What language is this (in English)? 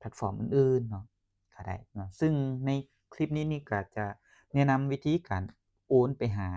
Lao